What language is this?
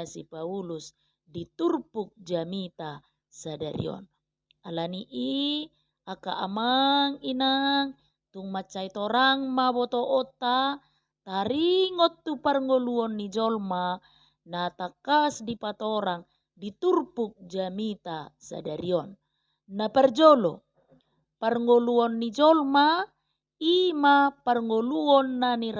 Batak Toba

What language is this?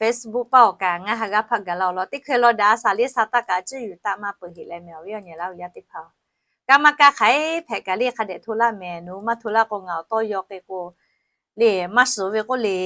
Lahu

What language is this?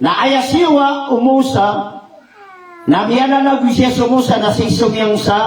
Maranao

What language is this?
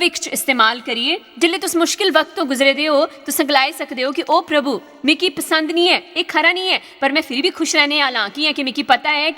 Dogri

